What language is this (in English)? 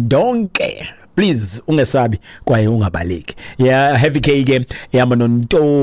Xhosa